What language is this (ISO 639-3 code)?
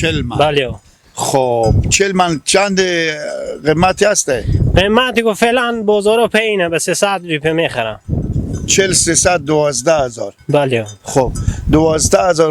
fas